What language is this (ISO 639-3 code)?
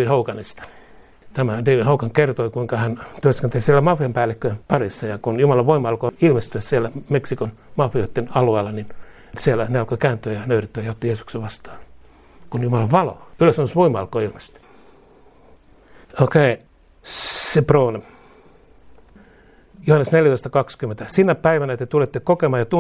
fin